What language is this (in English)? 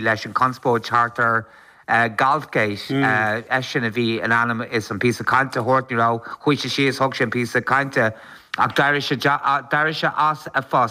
Irish